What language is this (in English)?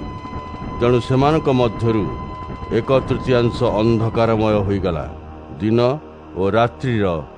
Odia